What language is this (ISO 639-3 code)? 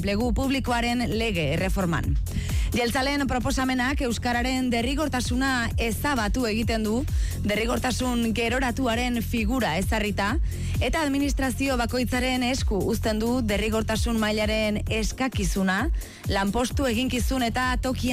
eus